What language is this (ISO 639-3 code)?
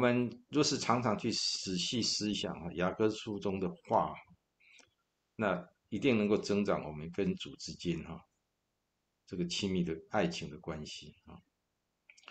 zho